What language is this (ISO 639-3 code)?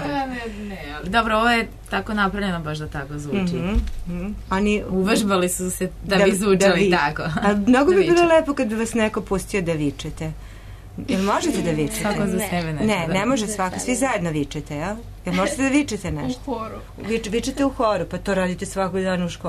srp